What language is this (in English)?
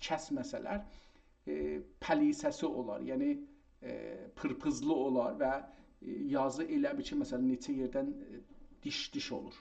South Azerbaijani